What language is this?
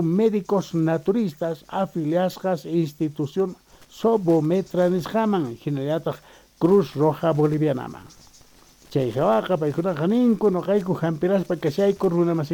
South Bolivian Quechua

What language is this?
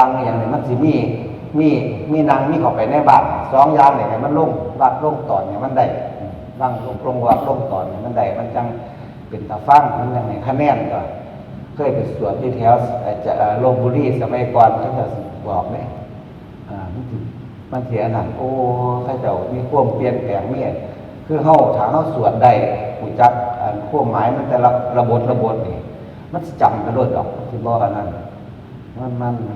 Northeastern Thai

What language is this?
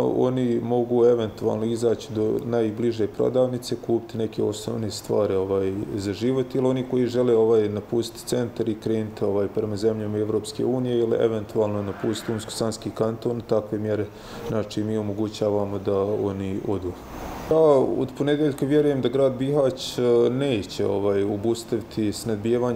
Bosnian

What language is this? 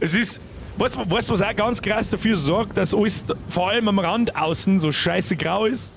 Bavarian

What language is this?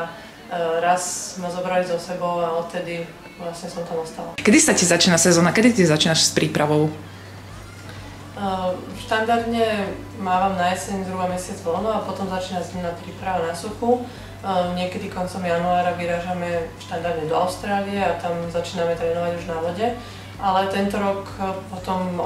Slovak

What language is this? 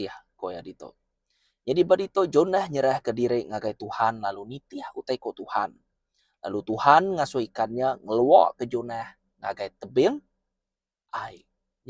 Iban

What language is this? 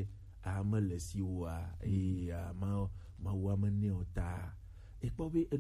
Gen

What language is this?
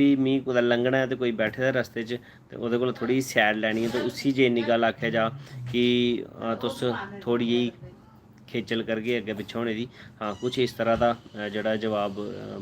Dogri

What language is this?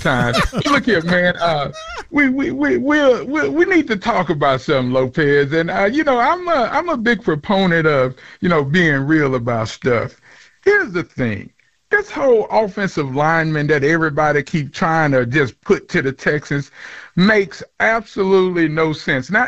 English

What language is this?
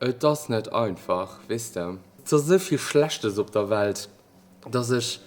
Luxembourgish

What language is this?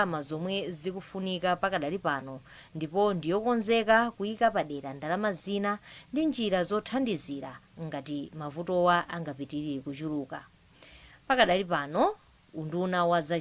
Nyanja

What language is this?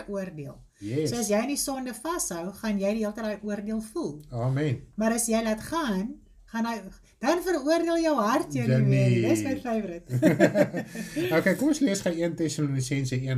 Afrikaans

